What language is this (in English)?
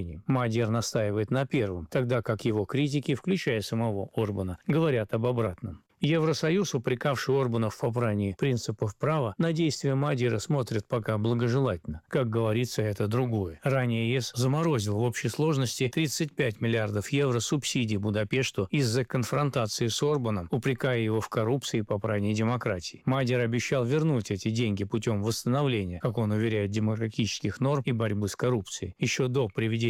Russian